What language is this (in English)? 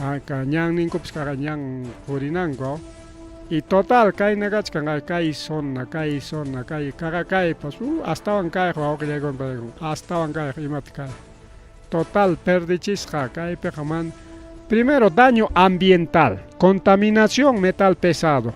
Ayacucho Quechua